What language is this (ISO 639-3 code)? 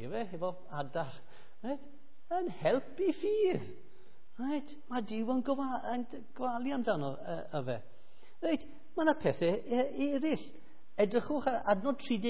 cym